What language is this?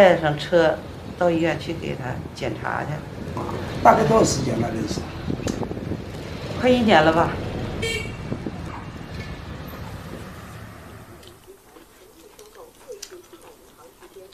Chinese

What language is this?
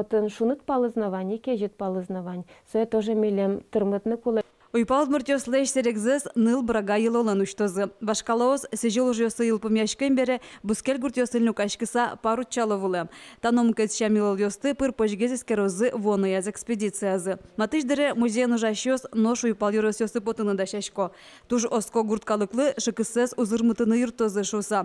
Udmurt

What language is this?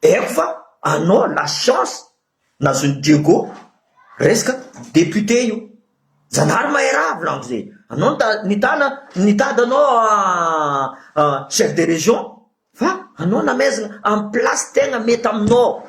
Malagasy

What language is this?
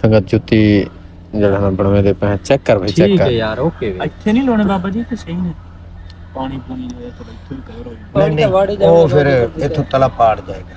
Saraiki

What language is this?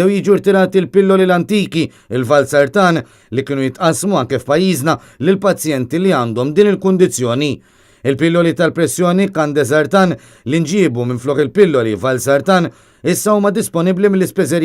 Maltese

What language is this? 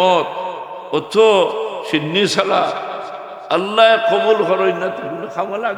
Sylheti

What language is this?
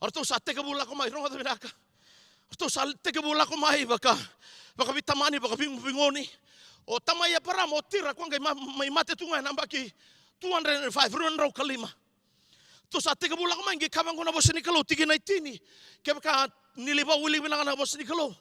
Fijian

